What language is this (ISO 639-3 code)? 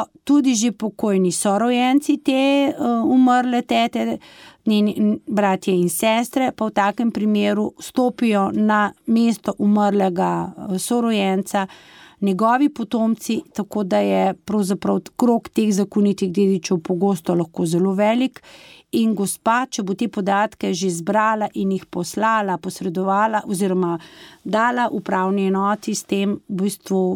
slv